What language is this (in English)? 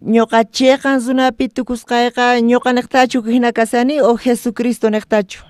South Bolivian Quechua